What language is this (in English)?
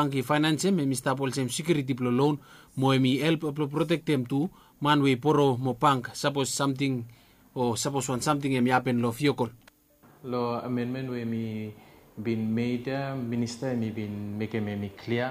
Bislama